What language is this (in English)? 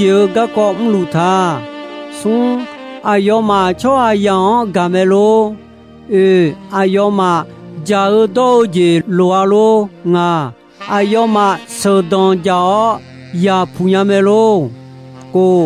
Akha